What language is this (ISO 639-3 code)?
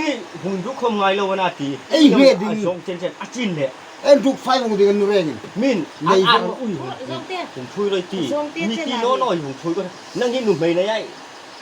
hmr